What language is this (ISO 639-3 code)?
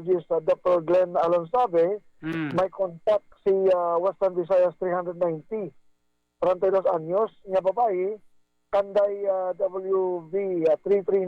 hil